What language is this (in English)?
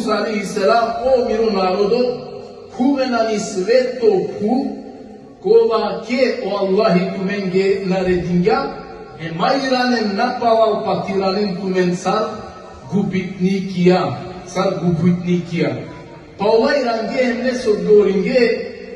Balkan Romani